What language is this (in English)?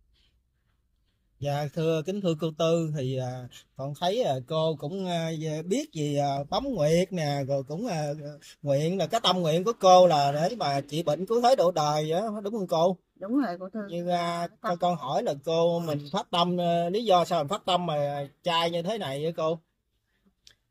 Vietnamese